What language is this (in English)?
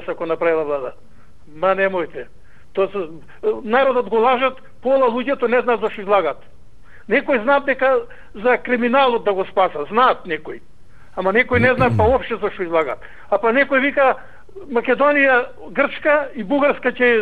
Macedonian